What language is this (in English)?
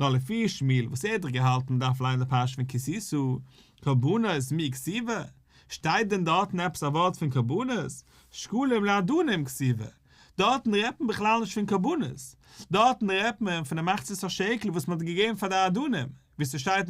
Yiddish